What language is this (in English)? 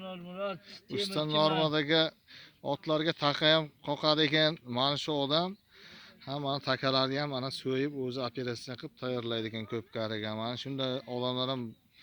Uzbek